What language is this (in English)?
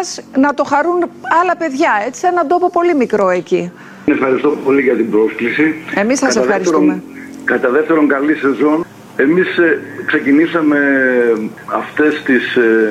Greek